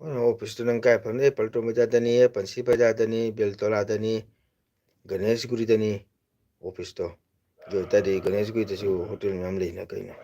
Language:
Manipuri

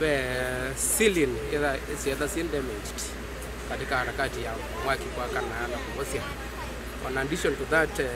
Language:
Kamba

